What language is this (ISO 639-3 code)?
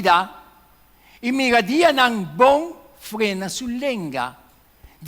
pap